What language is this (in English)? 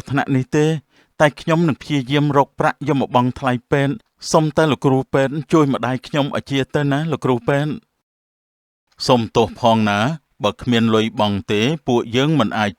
Khmer